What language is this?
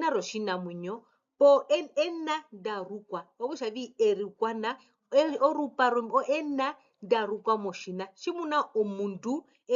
Herero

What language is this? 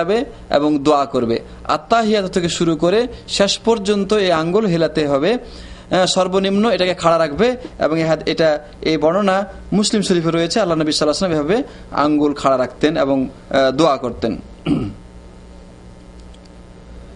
Bangla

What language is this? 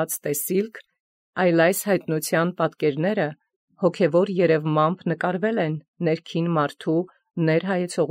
Armenian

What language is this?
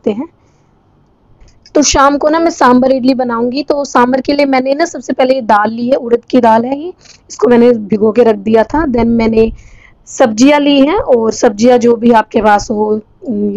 Hindi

